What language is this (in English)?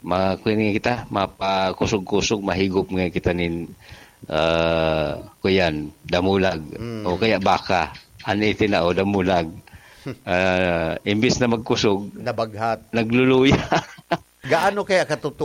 Bikol